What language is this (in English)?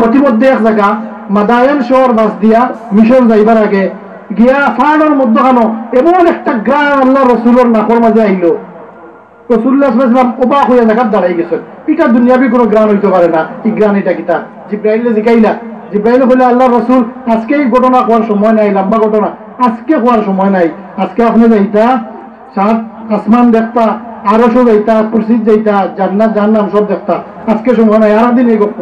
Sylheti